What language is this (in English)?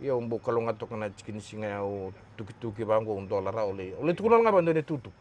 Fijian